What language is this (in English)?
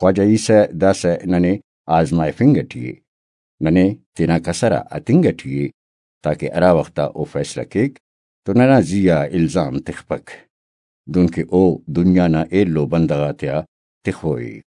Brahui